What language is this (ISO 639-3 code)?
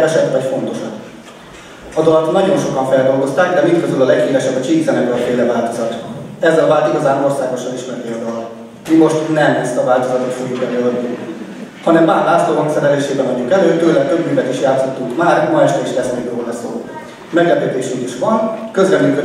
hun